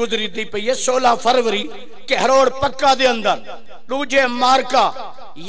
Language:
Saraiki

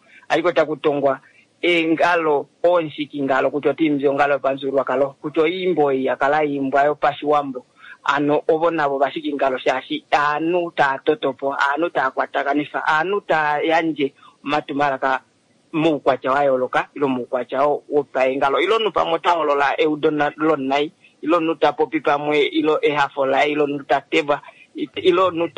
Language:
Kuanyama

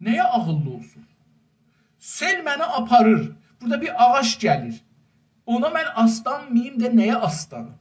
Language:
South Azerbaijani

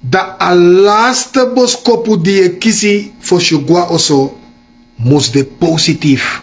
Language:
Sranan Tongo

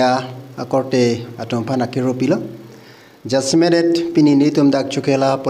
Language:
Karbi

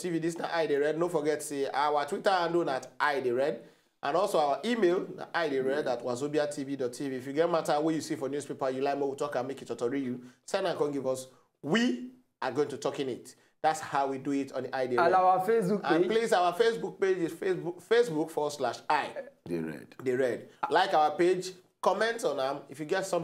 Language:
Nigerian Pidgin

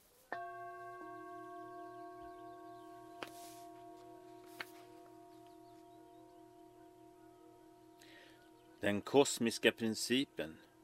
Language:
Swedish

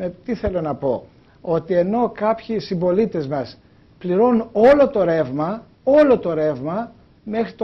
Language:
Greek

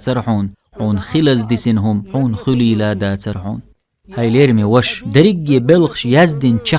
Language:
Chechen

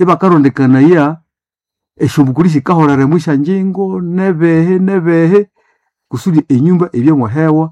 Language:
Nande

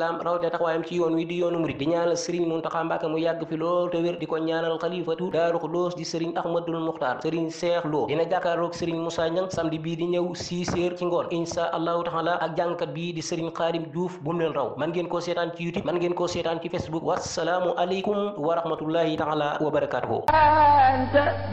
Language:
Wolof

